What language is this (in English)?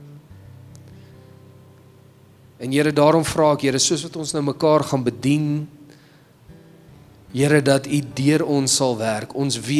Afrikaans